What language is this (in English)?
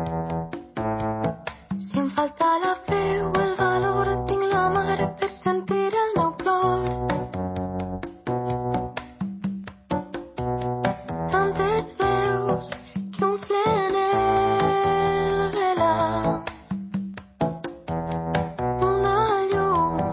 Catalan